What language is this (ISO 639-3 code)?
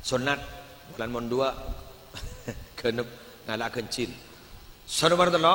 mad